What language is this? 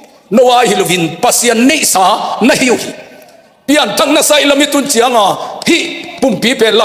Tedim Chin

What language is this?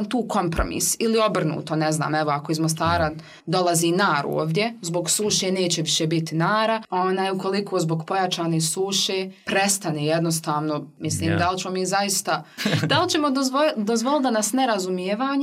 Bosnian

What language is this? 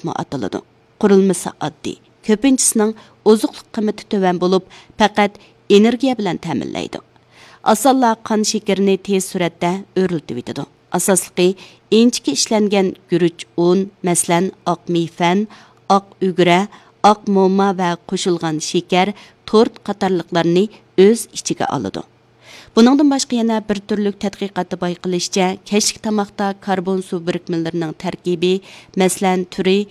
Uyghur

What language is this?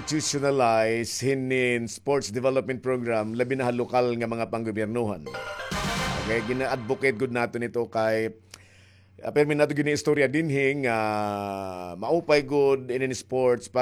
Waray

